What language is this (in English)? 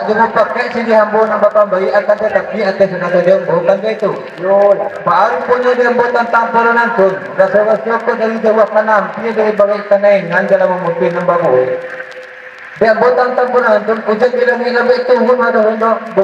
Minangkabau